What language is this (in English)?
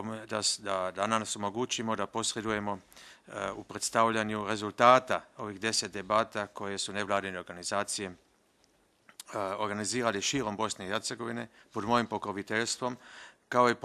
Bosnian